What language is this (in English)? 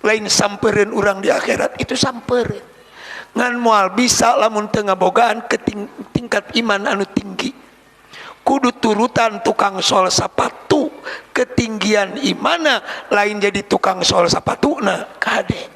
Sundanese